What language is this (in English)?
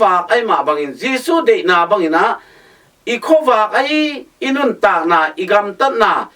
Tedim Chin